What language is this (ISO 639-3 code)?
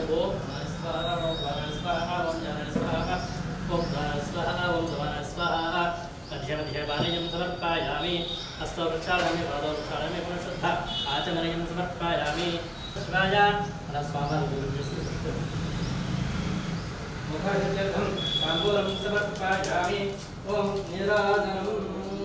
san